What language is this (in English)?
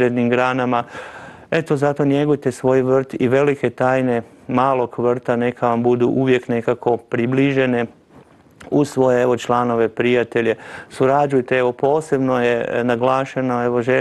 Croatian